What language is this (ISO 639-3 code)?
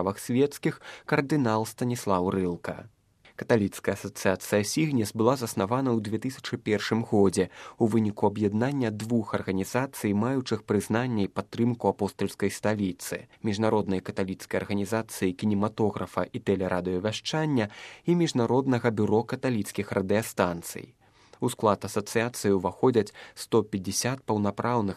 bel